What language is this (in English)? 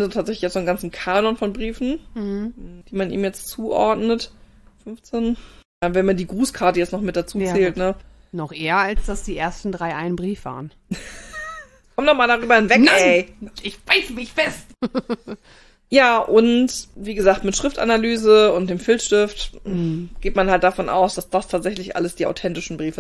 German